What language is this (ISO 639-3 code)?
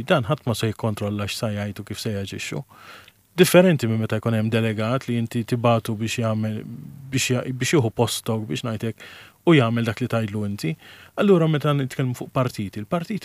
mlt